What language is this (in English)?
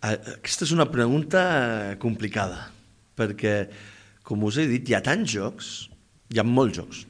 Catalan